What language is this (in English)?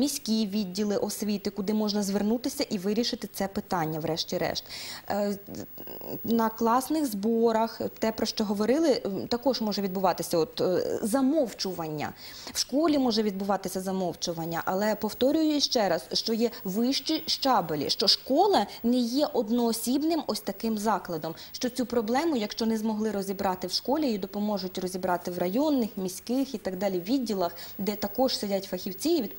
Ukrainian